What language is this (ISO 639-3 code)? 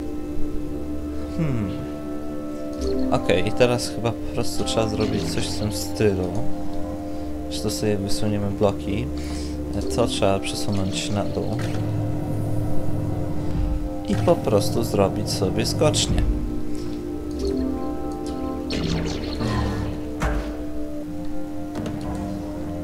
pol